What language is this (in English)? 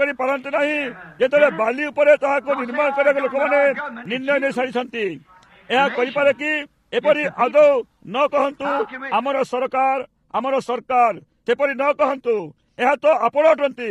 Odia